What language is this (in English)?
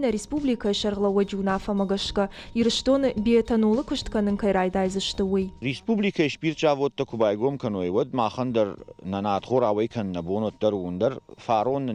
Ossetic